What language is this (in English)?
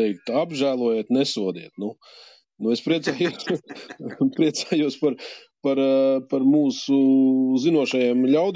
Latvian